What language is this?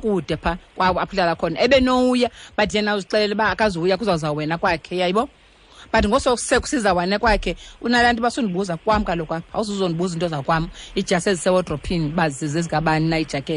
Xhosa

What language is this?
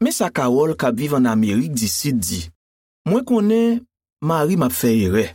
Haitian Creole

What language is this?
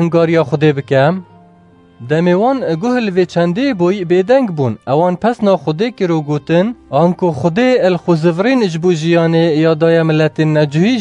Kurdish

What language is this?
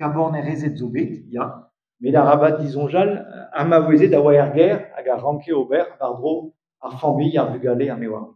Breton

